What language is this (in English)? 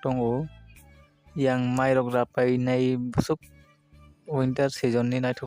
Kok Borok